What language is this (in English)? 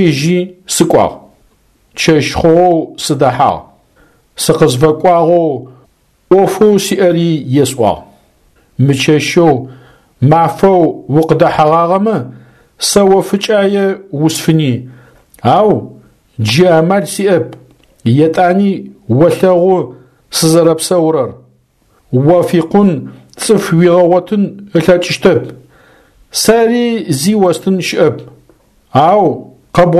Adyghe